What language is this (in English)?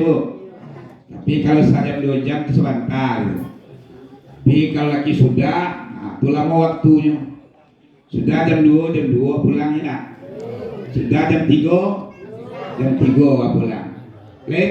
Minangkabau